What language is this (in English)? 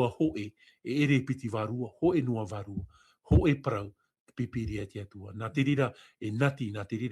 Tahitian